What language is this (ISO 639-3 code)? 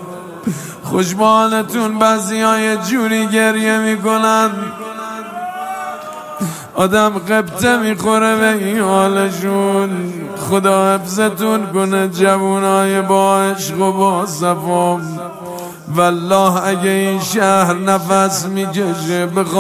fas